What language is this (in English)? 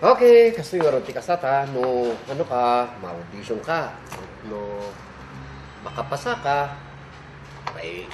Kankanaey